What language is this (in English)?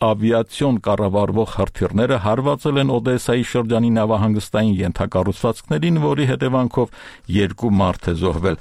Armenian